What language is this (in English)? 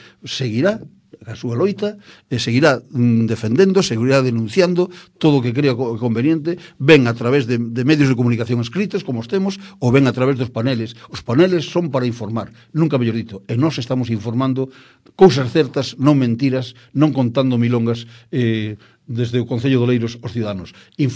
Galician